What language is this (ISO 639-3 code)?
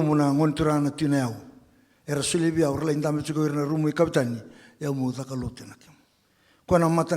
fij